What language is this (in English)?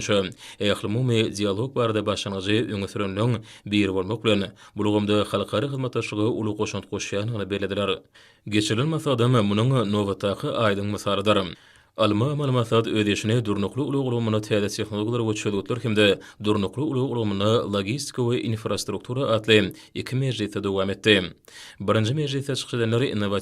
Turkmen